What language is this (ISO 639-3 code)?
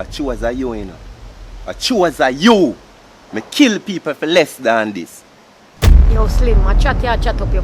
jam